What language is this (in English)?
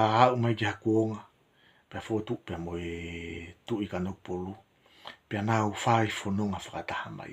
Tongan